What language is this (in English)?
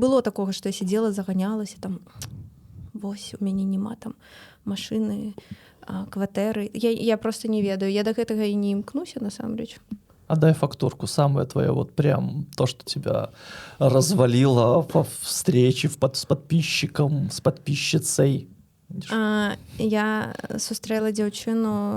Belarusian